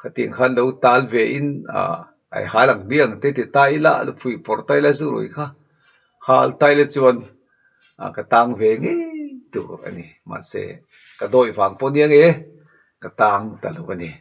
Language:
Mizo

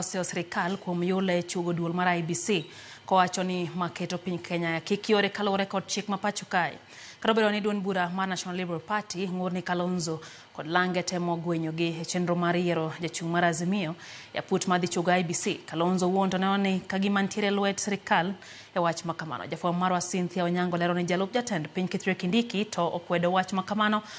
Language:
Luo (Kenya and Tanzania)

